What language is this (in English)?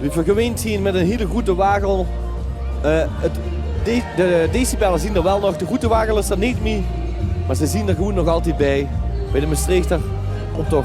Limburgish